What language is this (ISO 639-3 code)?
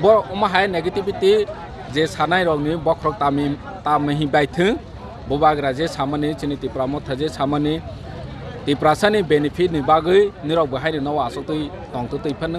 trp